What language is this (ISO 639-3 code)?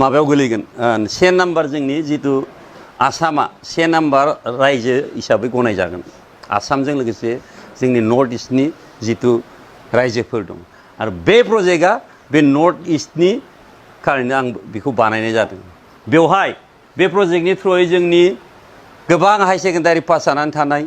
brx